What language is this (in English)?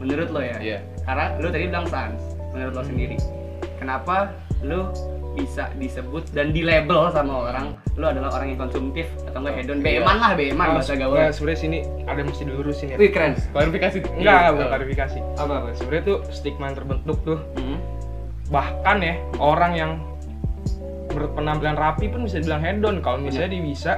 Indonesian